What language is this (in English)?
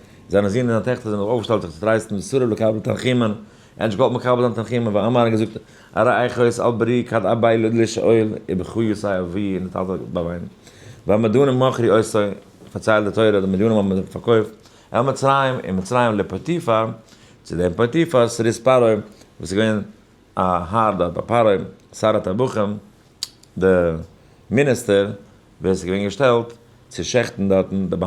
Yiddish